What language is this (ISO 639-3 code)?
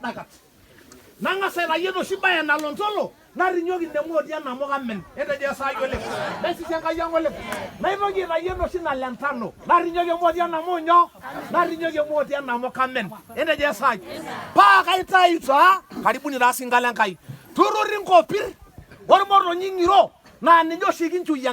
mas